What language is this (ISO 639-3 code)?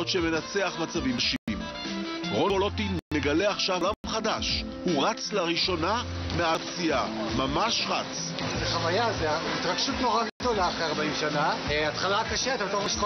heb